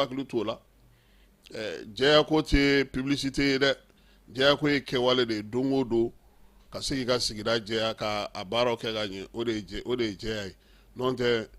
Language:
Bambara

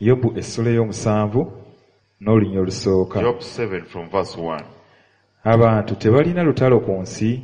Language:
Ganda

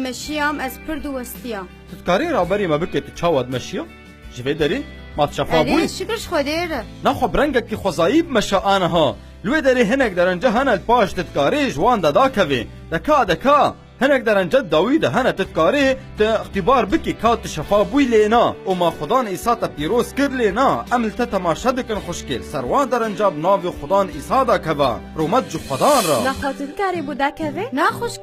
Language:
Kurdish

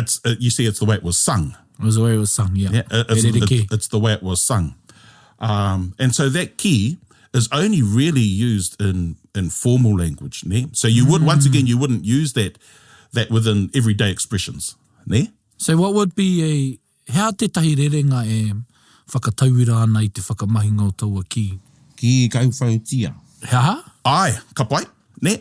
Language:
Māori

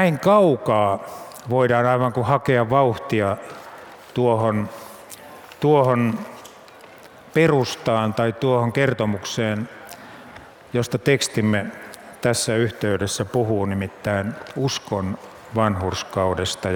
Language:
Finnish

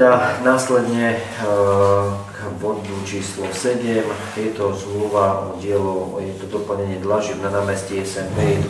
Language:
Slovak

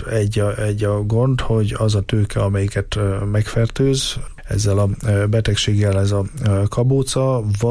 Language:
Hungarian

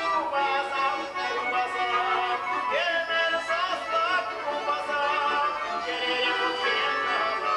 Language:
Chuvash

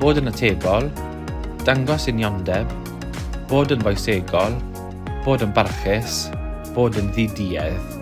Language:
Welsh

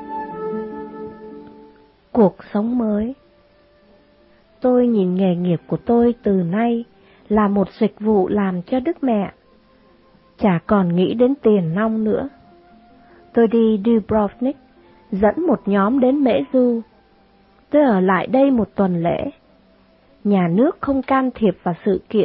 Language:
Vietnamese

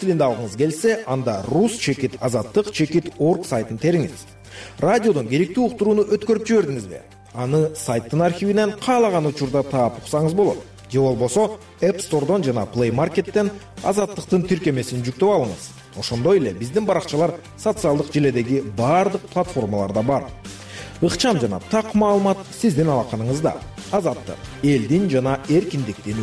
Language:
Kyrgyz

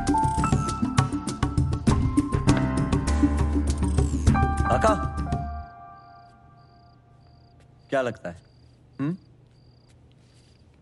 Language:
Hindi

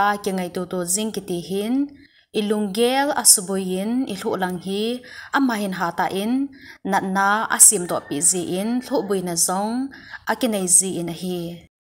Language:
Thado Chin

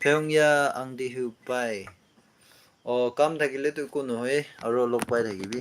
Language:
Naga Pidgin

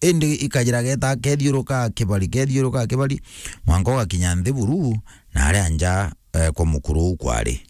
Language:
Meru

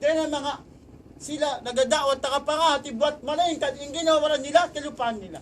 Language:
Tausug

